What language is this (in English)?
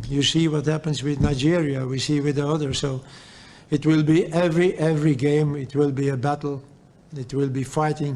Tswana